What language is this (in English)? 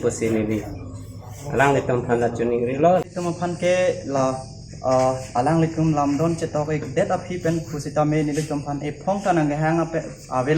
Karbi